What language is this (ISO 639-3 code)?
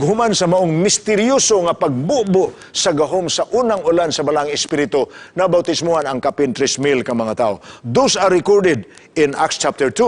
ceb